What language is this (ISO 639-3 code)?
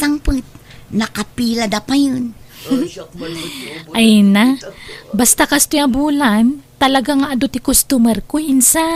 ilo